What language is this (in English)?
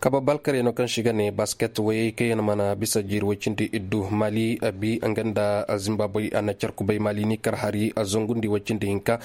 Koyraboro Senni